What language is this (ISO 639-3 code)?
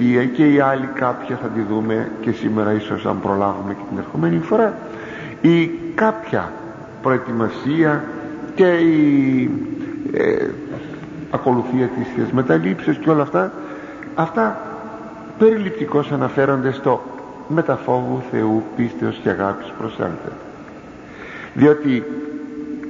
ell